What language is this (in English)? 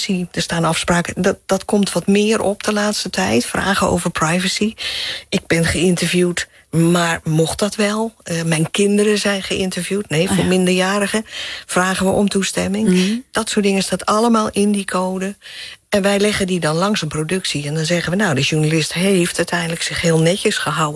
Dutch